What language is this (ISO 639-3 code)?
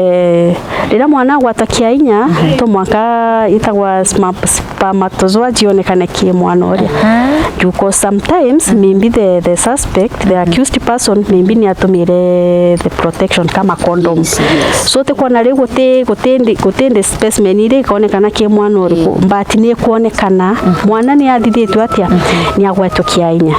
mer